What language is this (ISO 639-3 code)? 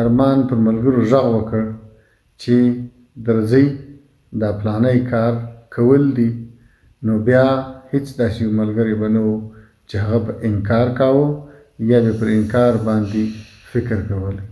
pus